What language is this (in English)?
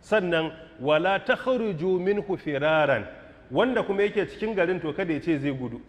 Hausa